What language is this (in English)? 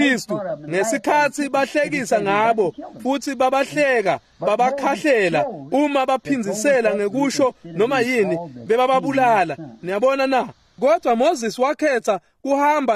Swati